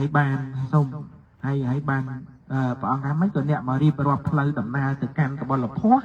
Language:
Khmer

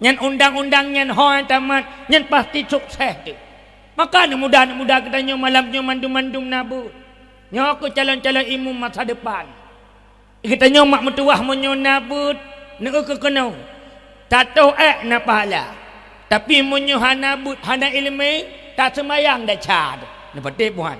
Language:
Achinese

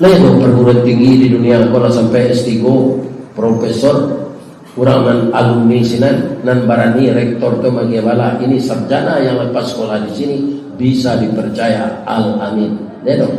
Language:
Minangkabau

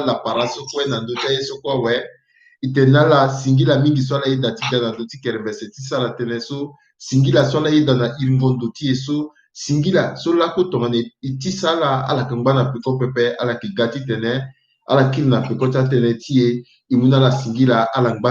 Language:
Sango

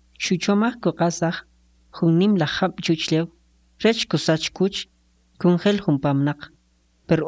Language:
Kʼicheʼ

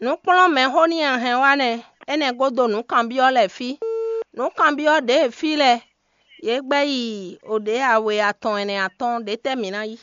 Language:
Fon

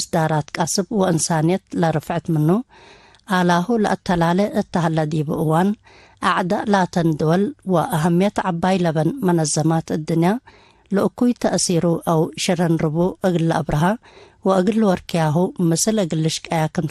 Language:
Tigre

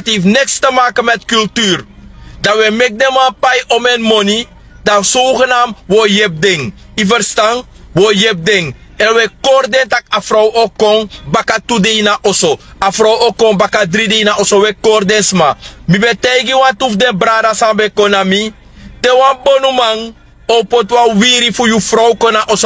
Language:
Sranan Tongo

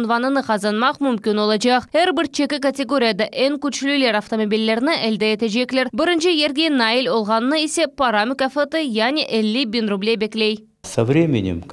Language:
Crimean Tatar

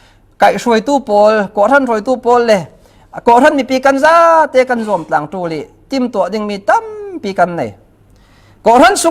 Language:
Falam Chin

